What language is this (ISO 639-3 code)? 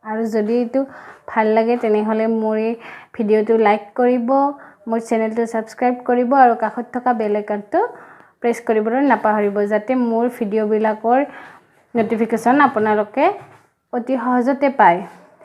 asm